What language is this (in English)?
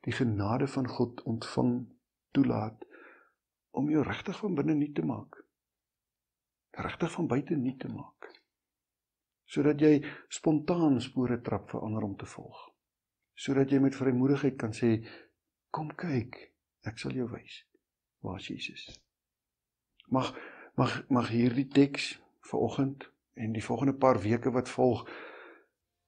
Afrikaans